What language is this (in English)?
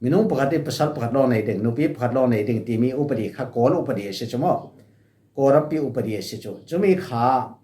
Falam Chin